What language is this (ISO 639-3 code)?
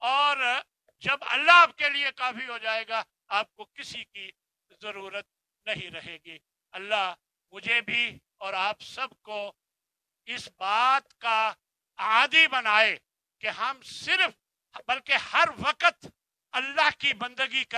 urd